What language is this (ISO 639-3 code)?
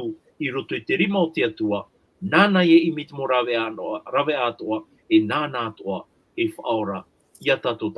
tah